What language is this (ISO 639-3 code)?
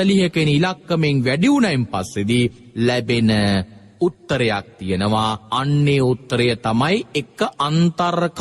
sin